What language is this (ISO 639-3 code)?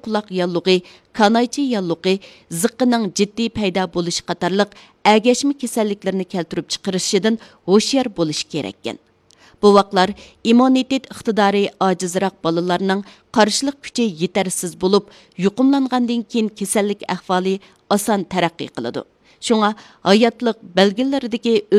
uig